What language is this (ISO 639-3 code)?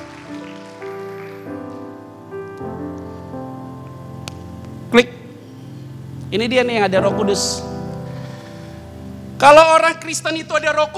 ind